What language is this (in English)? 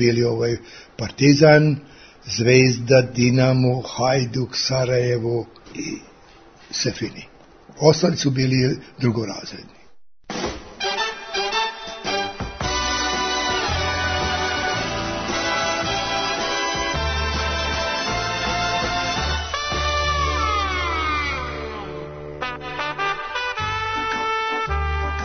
Serbian